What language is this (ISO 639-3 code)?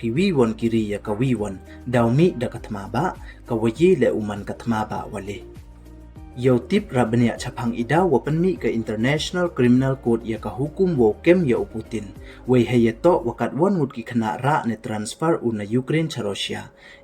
pbv